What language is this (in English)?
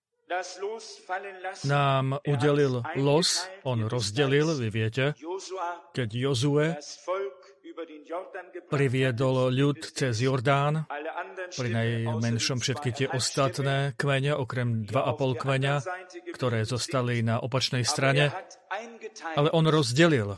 Slovak